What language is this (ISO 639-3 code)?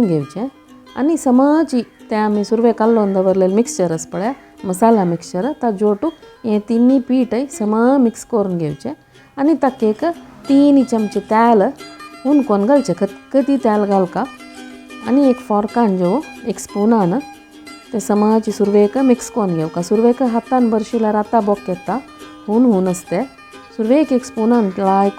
kok